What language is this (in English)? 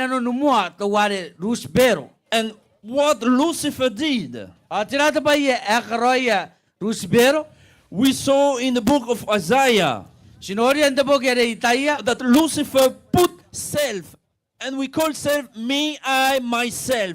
Gilbertese